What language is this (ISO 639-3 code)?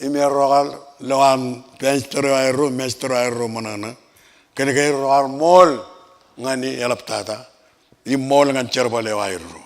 mah